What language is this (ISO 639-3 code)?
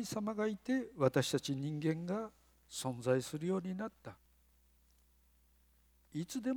jpn